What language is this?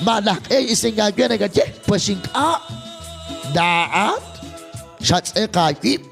Kekchí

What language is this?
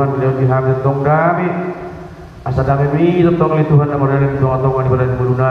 Batak Toba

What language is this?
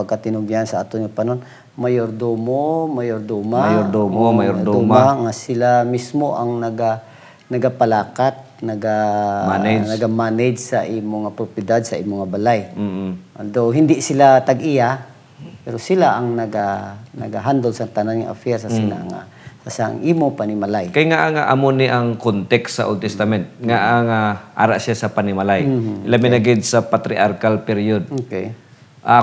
Hiligaynon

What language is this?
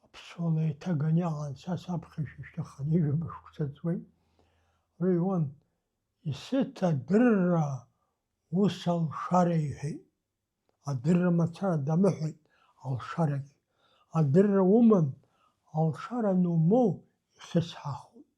Abkhazian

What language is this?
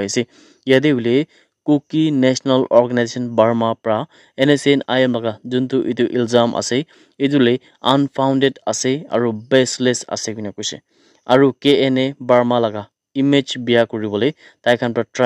Naga Pidgin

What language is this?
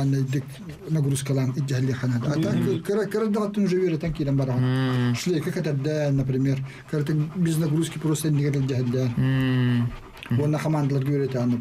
Yakut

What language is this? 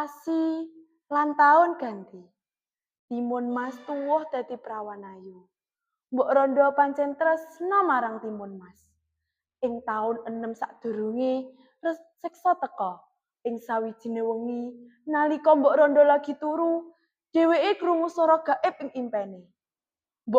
Javanese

